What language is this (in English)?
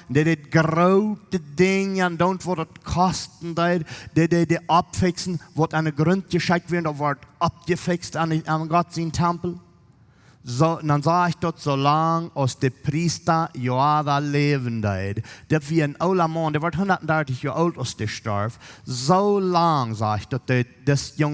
Plautdietsch